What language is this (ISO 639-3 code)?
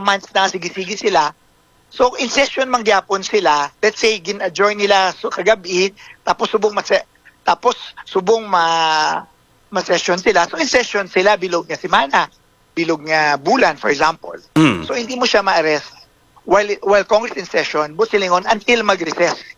hil